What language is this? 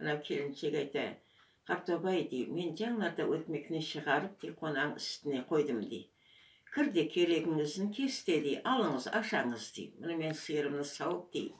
Crimean Tatar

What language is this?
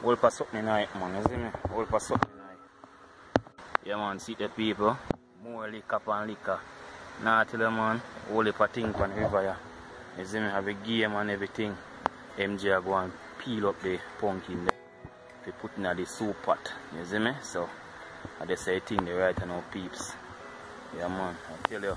Jamaican Creole English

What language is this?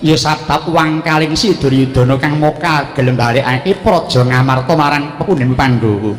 Javanese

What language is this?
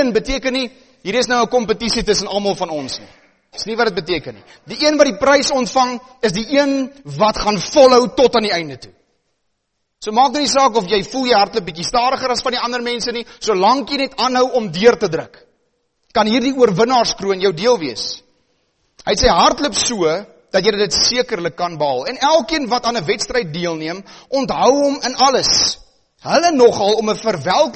Afrikaans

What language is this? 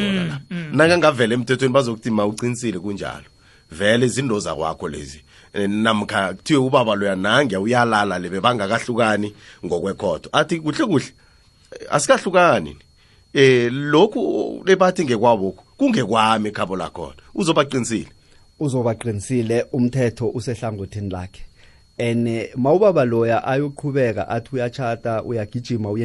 South Ndebele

